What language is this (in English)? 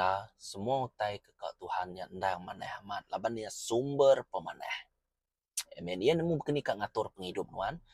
Iban